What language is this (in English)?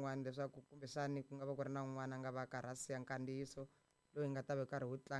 Tsonga